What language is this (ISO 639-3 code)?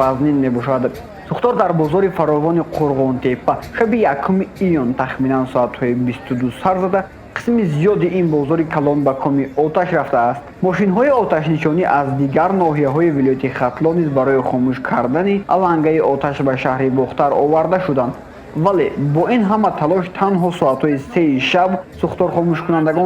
tgk